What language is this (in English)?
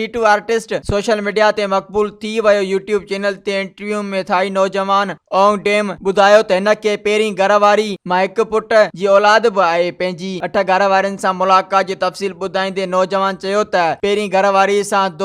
Sindhi